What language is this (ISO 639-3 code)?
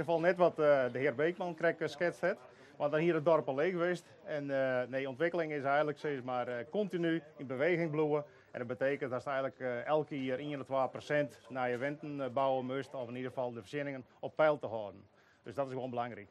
fry